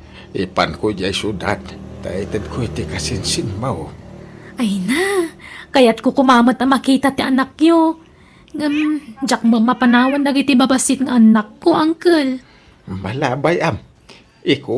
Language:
Iloko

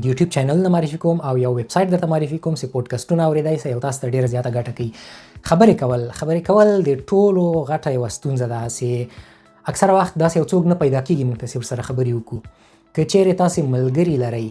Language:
Pashto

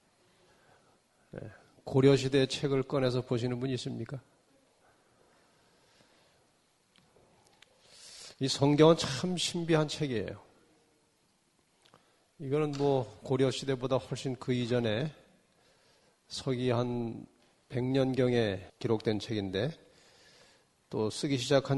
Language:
Korean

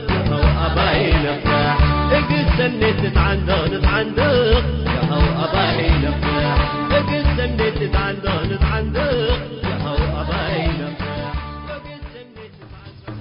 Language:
Tigre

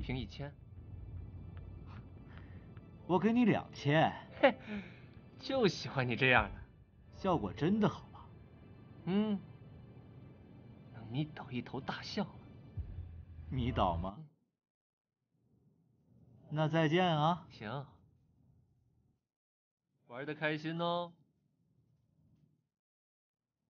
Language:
Chinese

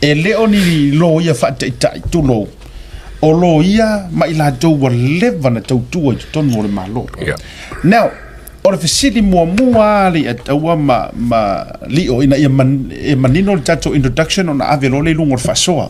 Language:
Samoan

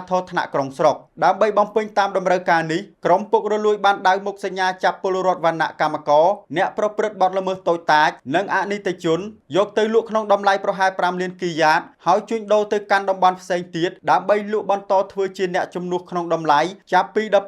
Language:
Khmer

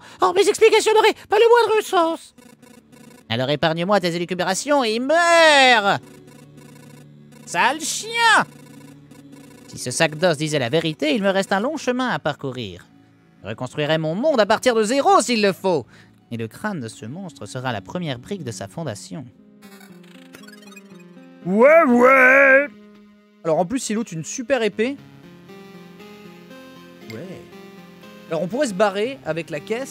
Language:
French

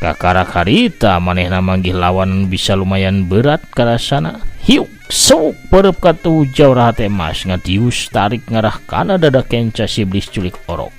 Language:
Sundanese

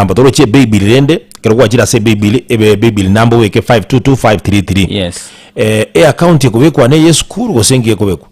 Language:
Gusii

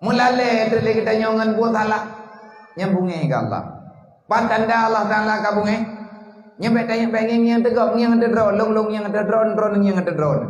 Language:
Achinese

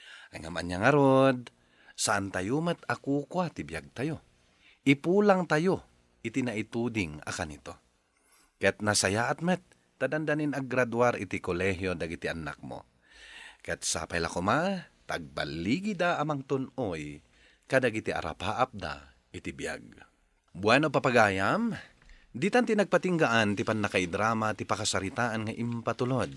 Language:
Iloko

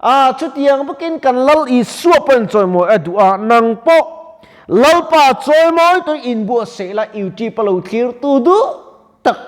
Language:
Mizo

